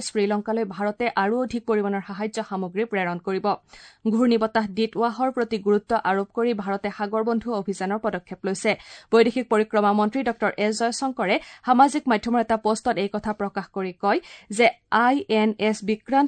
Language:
Assamese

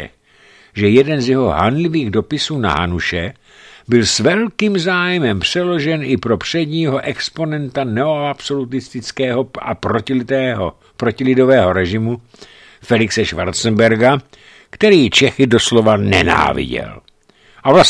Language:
Czech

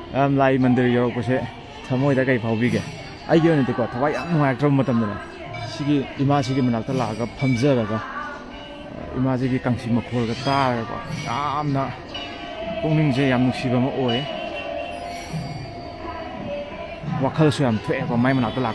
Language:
Manipuri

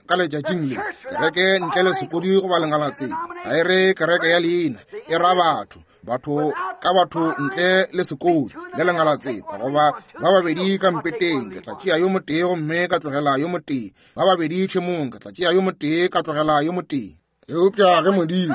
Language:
Northern Sotho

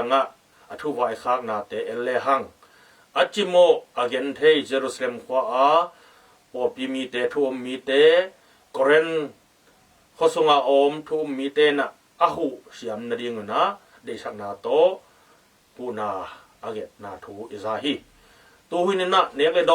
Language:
Tedim Chin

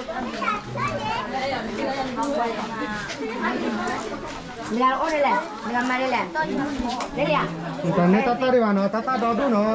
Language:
S'gaw Karen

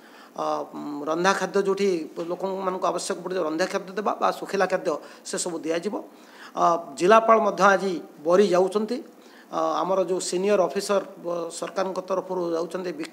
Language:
Odia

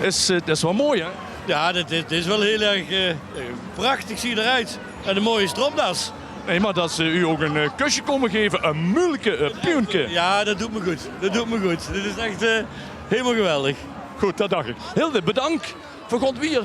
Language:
Limburgish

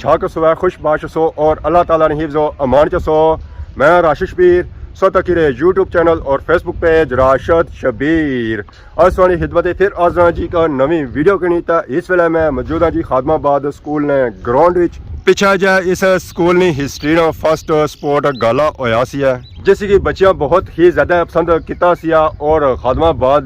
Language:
Pahari-Potwari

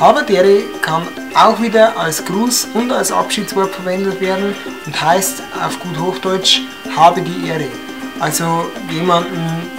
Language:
Bavarian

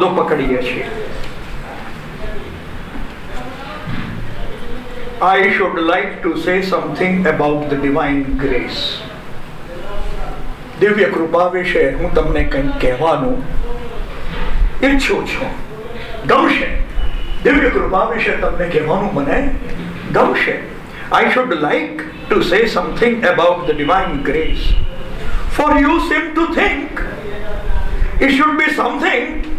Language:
Gujarati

